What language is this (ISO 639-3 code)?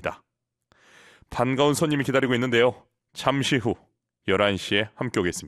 kor